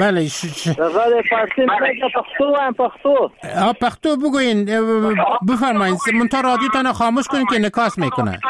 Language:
Persian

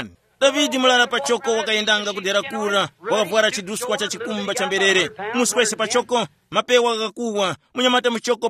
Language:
Tumbuka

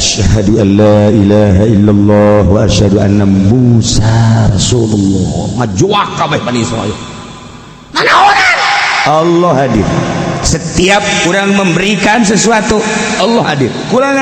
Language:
Sundanese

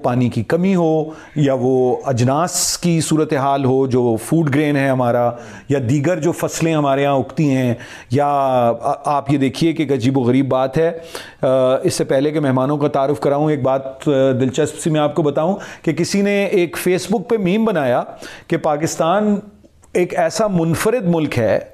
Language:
Urdu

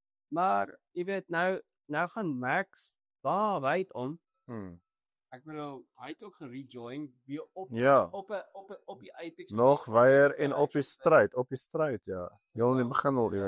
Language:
Afrikaans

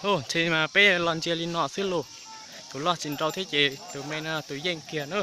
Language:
Hmong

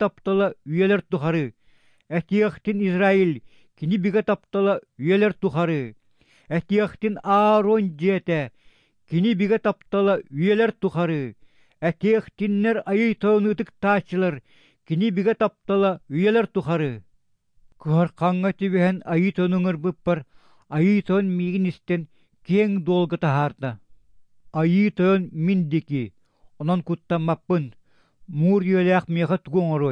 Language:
Yakut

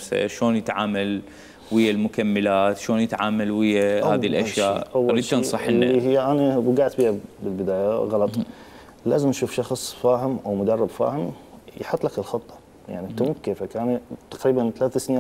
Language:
Mesopotamian Arabic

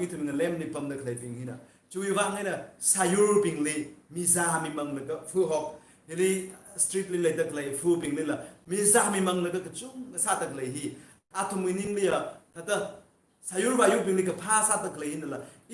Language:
Tangkhul Naga (India)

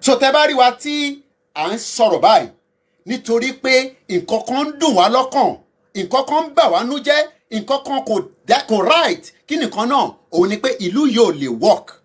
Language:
Yoruba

